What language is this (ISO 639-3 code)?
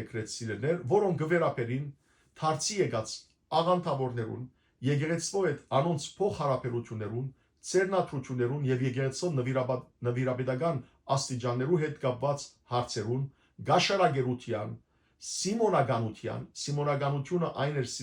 hyw